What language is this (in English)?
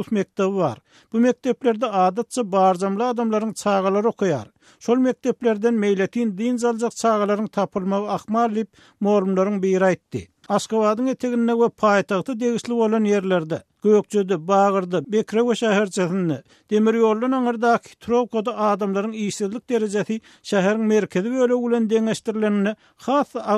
Turkmen